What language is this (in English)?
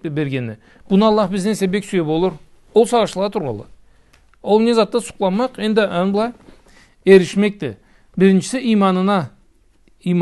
Karachay-Balkar